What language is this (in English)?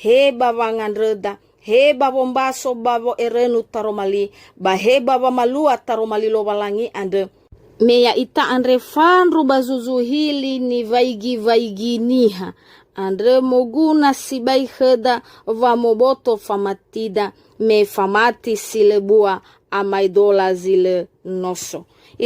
Nias